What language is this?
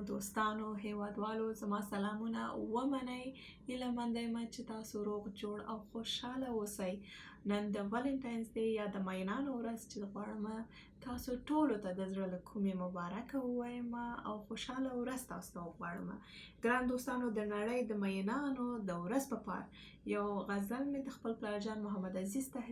Pashto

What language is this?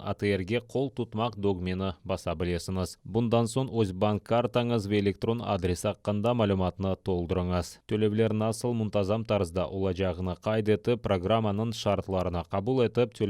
Crimean Tatar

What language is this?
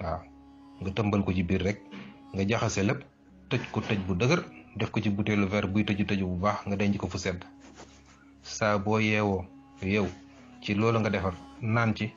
Wolof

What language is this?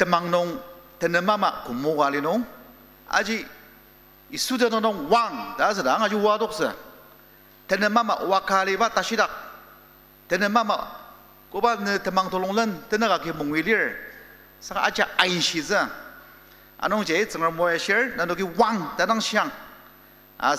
Ao Naga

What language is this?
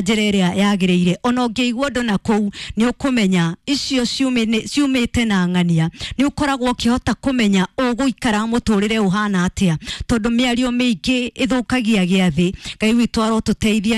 Kikuyu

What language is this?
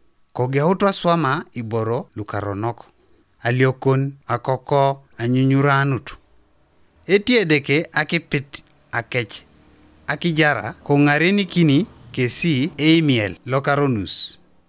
Teso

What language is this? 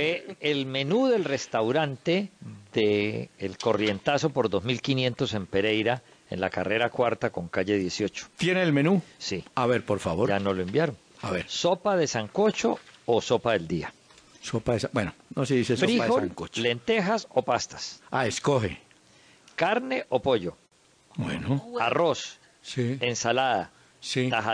Spanish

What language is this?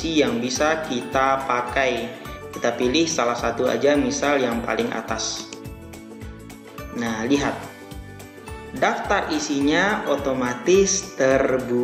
Indonesian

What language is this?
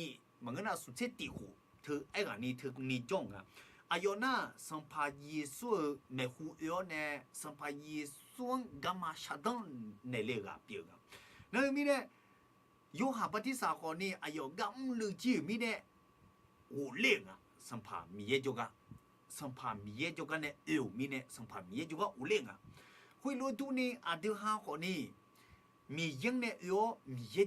Akha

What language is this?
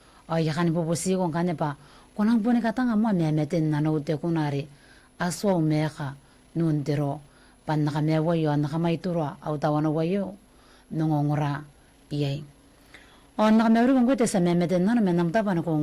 Gilbertese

